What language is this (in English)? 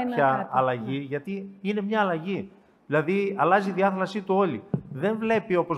Greek